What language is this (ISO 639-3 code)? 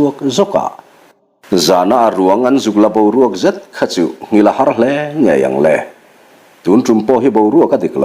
lus